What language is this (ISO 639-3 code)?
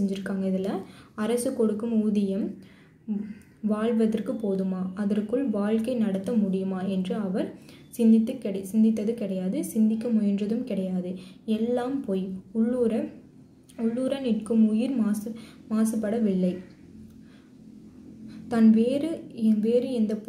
tam